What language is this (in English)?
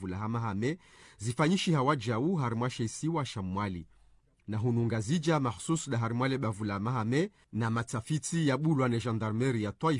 Ngazidja Comorian